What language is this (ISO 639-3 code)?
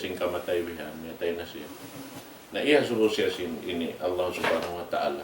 tsg